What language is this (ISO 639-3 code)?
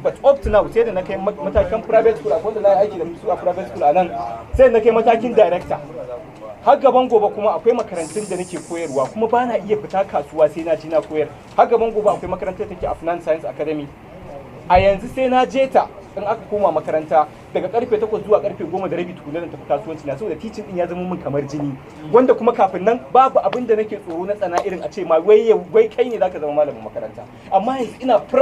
hau